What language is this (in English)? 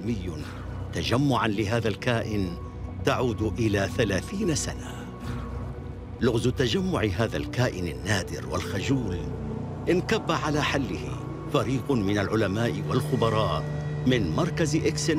Arabic